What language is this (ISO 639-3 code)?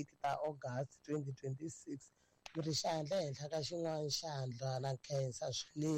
tso